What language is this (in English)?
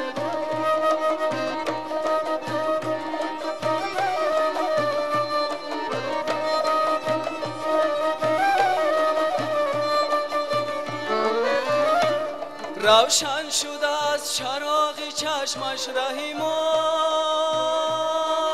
Persian